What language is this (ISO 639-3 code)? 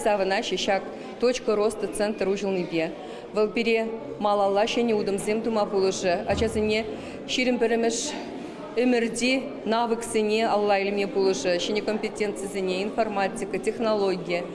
chv